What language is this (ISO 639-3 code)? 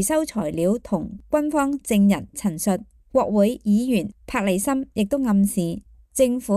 yue